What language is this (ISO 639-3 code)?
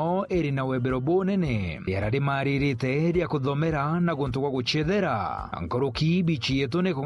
mer